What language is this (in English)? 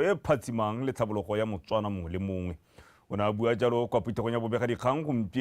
Tswana